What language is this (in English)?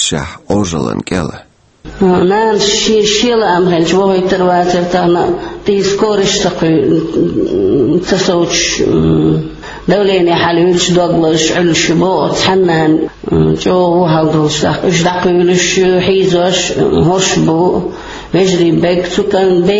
Chechen